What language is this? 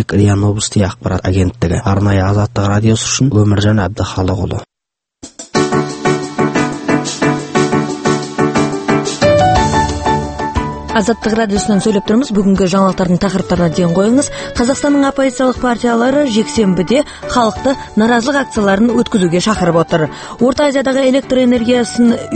Kazakh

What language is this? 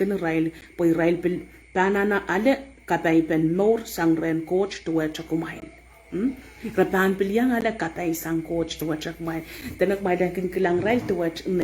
Pohnpeian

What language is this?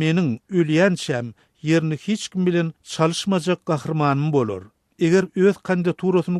Turkmen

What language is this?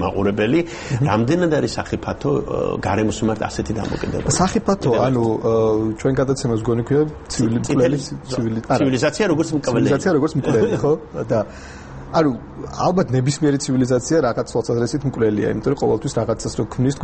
Georgian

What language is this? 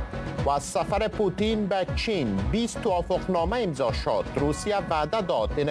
Persian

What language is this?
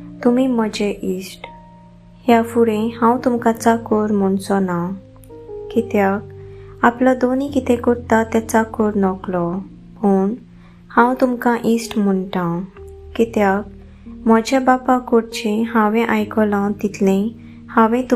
Konkani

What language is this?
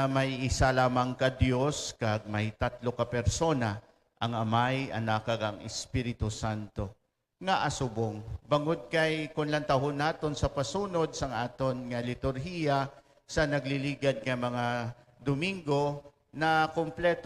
Hiligaynon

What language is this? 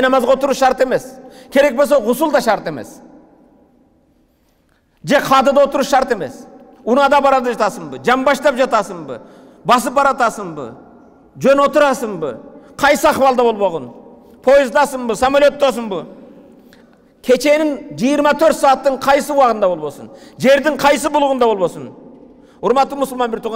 Kyrgyz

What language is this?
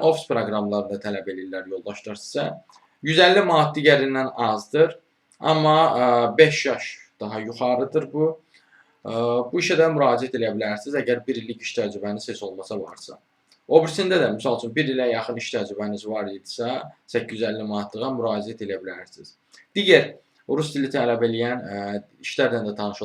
Azerbaijani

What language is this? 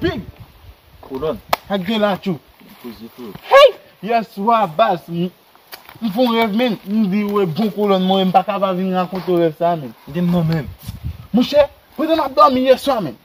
Haitian Creole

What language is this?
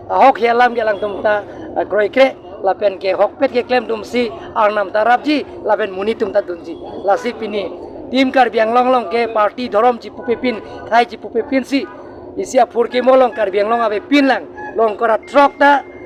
Karbi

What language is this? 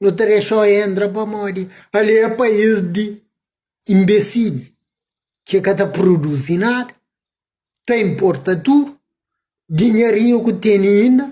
Kabuverdianu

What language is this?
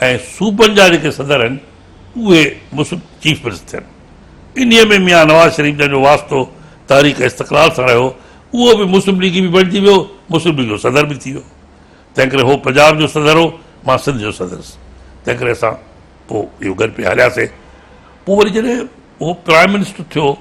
Sindhi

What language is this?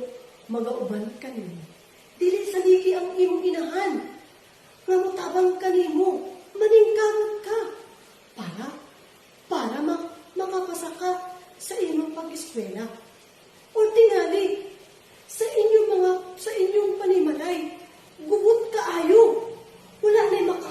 Cebuano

